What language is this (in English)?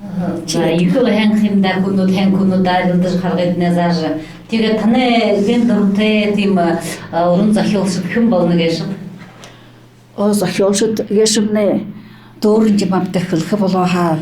Buriat